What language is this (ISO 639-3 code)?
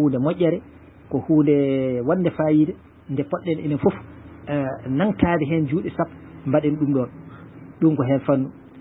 ful